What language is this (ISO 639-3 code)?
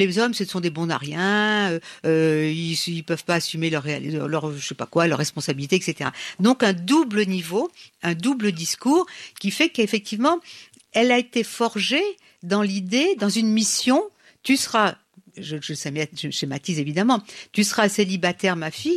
fra